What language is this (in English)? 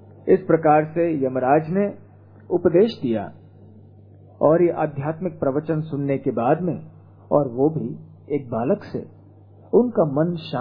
Hindi